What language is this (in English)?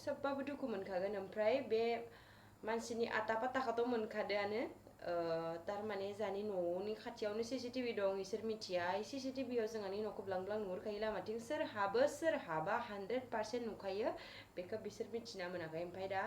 Bodo